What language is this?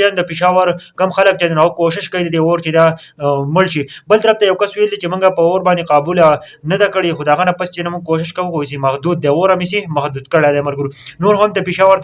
Pashto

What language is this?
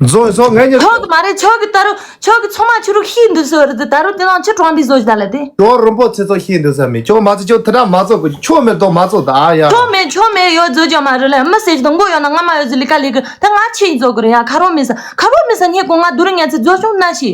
Tibetan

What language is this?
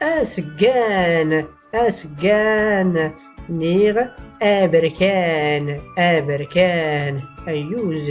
Tachelhit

